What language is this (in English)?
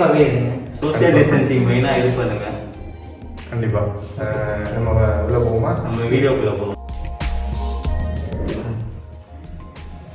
Tamil